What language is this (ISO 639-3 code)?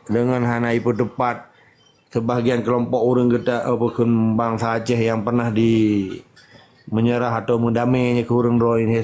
ace